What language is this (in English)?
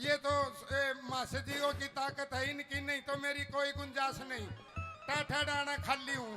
Haryanvi